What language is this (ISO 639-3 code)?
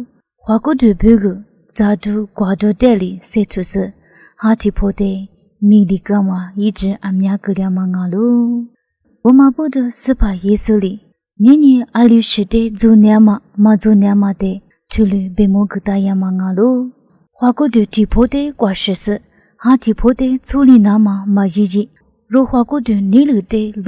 lis